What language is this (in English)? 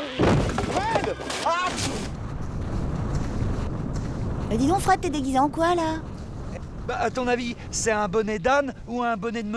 French